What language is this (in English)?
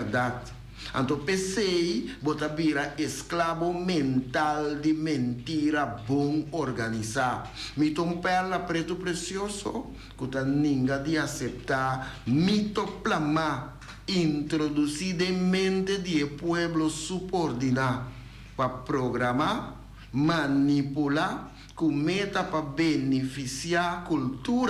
Papiamento